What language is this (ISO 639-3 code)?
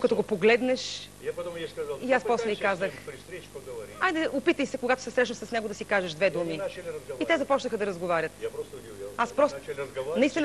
bul